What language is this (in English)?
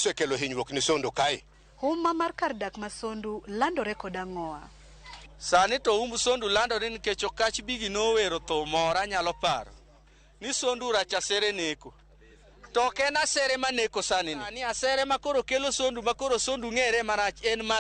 Luo (Kenya and Tanzania)